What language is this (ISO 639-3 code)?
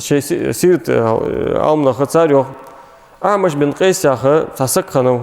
inh